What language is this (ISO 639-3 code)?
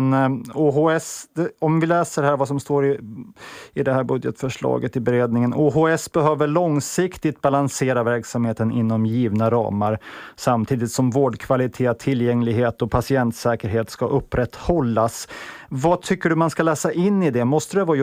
swe